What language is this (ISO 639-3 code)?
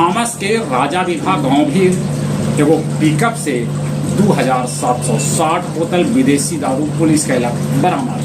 mag